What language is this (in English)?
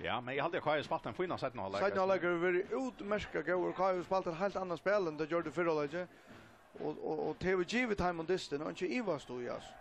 Faroese